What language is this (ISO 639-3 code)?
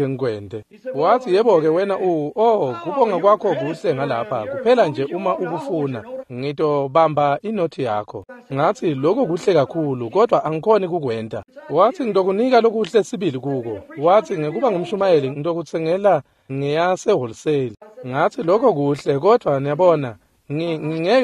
ssw